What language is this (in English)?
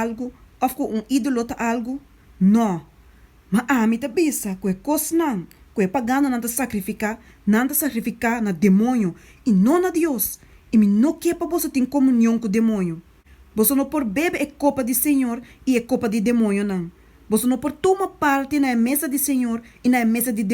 Papiamento